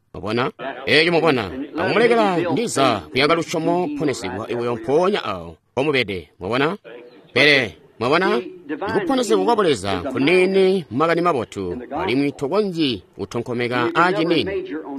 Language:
Tonga (Zambia)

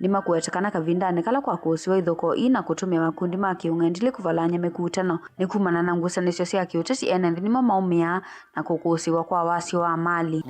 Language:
Kamba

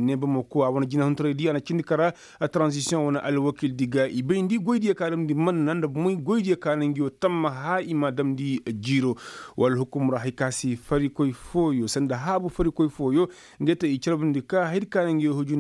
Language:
Koyraboro Senni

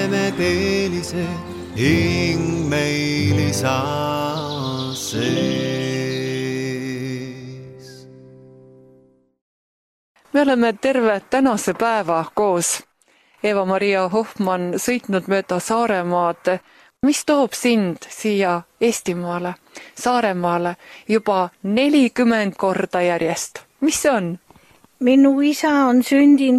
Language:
Estonian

